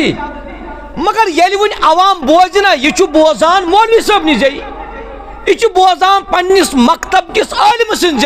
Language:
Kashmiri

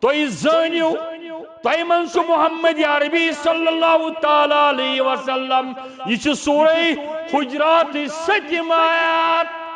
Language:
Kashmiri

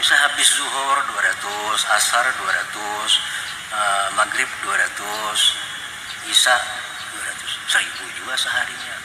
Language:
Banjar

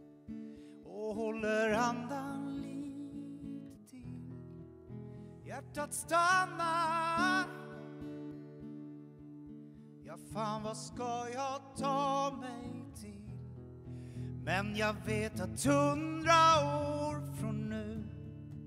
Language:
Swedish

